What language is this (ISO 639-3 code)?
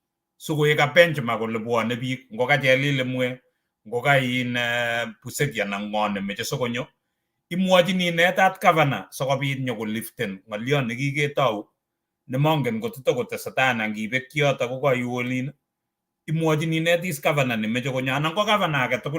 kln